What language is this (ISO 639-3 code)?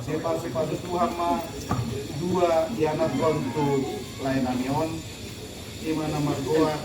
bbc